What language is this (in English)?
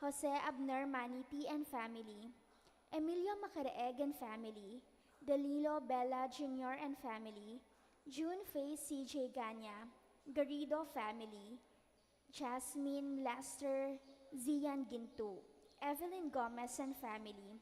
Pampanga